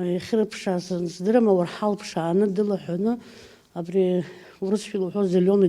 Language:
Abkhazian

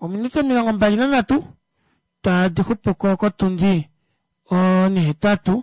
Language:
Kuanyama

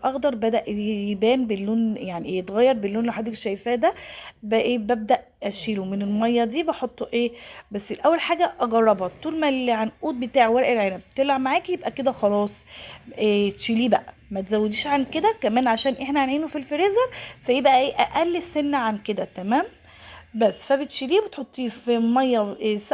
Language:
Egyptian Arabic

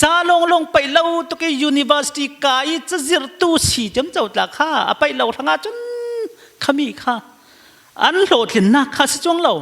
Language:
Falam Chin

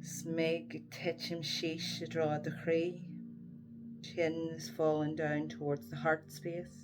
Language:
Irish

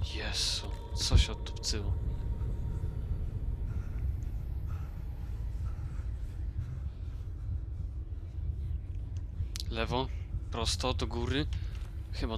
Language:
Polish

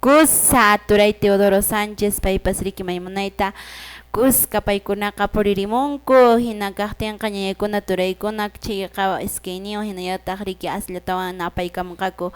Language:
Quechua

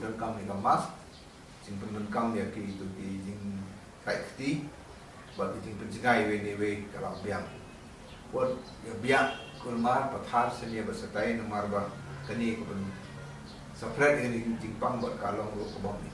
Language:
Khasi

